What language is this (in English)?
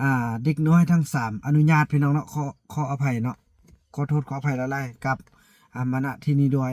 Lao